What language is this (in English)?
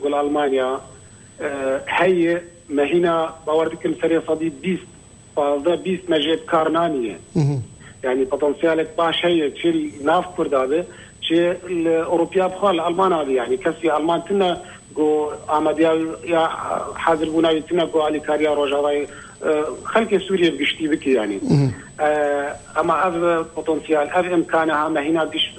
Kurdish